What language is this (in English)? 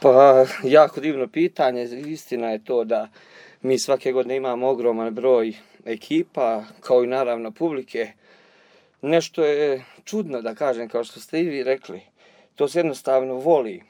Serbian